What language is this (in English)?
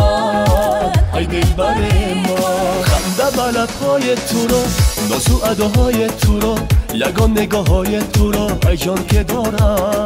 Tajik